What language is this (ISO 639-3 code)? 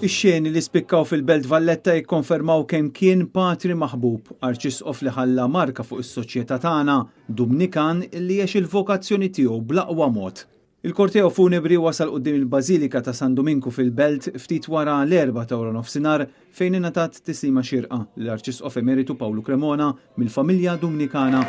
mlt